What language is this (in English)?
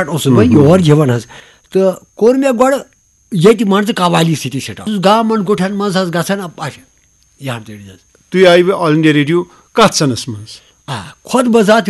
Kashmiri